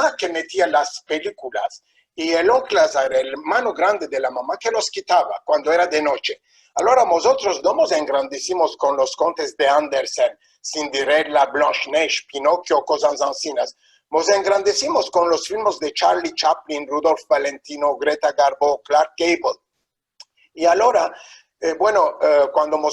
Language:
Ladino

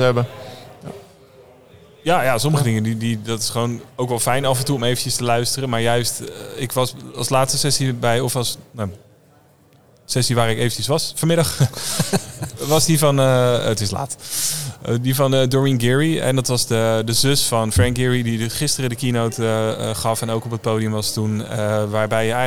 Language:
Dutch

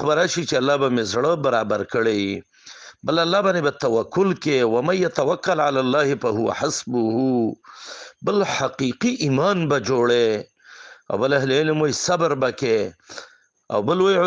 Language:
Pashto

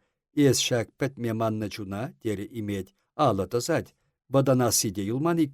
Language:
Chuvash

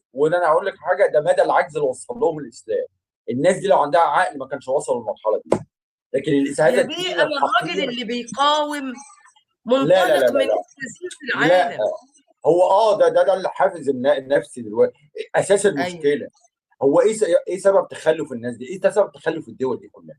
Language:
Egyptian Arabic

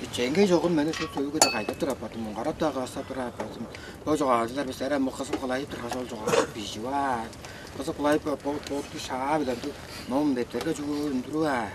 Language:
Tuvinian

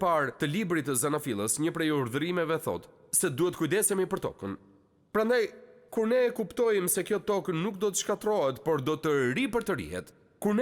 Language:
Albanian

